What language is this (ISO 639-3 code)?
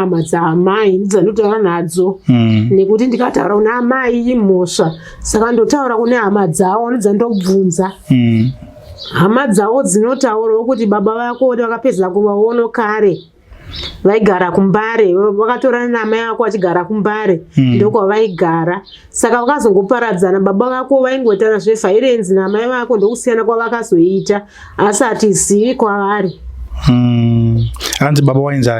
sna